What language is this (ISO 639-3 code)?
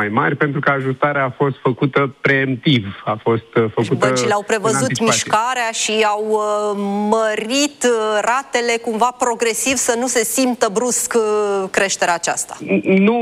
ron